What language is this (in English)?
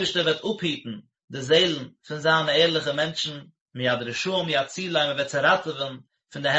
Yiddish